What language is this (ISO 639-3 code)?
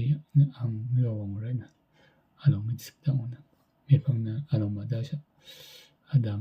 raw